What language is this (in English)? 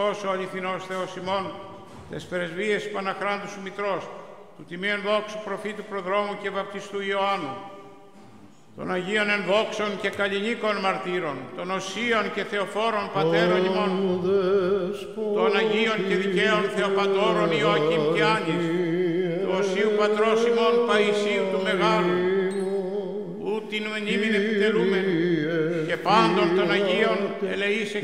Greek